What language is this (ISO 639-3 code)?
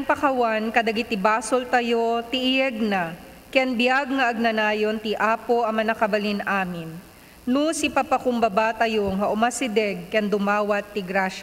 ilo